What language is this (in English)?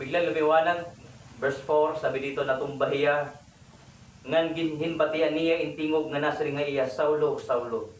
Waray